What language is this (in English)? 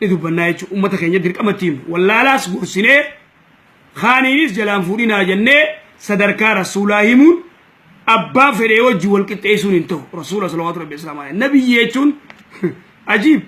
Oromo